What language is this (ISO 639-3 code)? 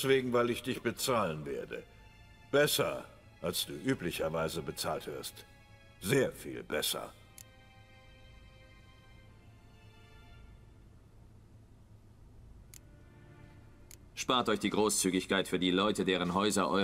deu